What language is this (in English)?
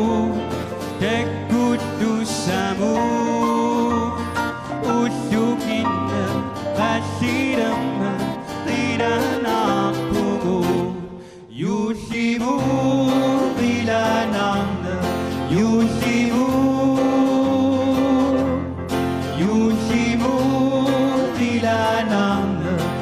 Kalaallisut